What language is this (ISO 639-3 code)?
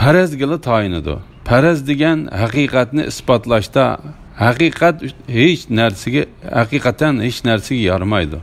uig